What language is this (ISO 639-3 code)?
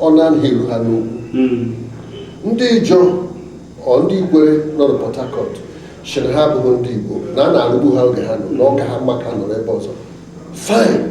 ibo